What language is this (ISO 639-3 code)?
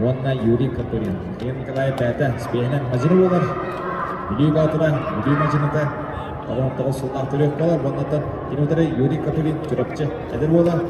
sah